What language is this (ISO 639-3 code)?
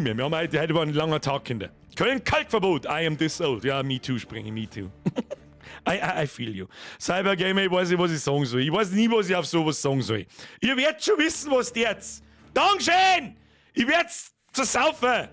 bar